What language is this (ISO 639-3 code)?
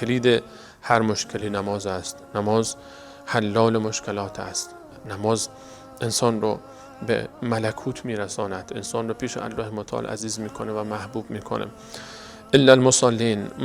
fas